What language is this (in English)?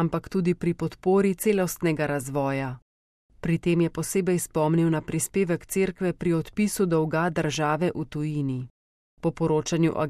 Slovenian